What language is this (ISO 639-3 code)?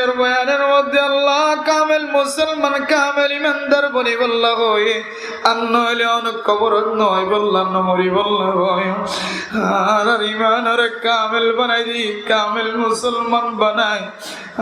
rhg